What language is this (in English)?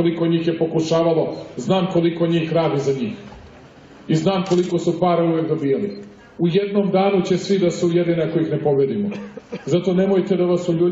Serbian